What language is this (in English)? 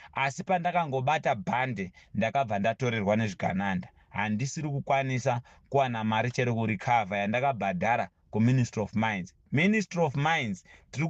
Shona